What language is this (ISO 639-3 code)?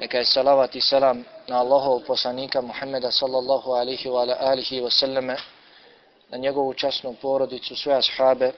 bos